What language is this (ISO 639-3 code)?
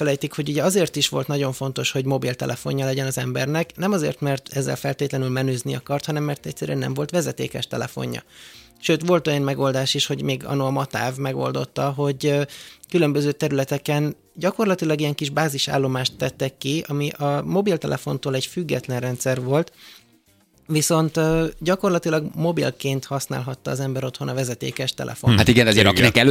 hun